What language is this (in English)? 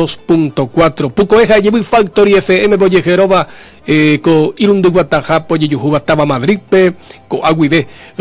Guarani